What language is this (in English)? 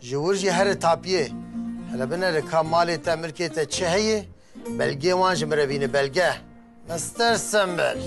Kurdish